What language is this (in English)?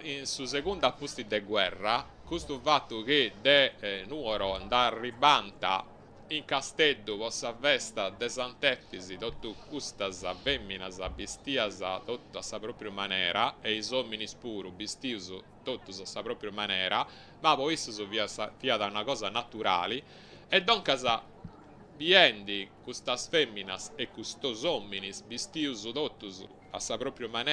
Sardinian